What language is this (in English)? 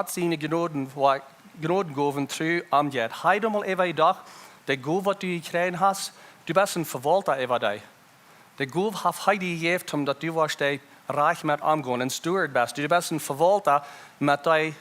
Plautdietsch